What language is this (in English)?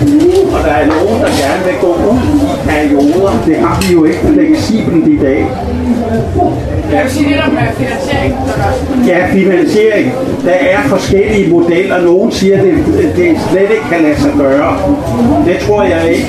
Danish